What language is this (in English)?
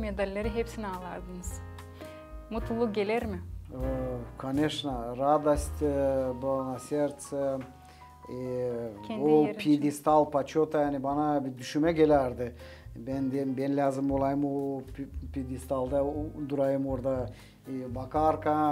Gagauz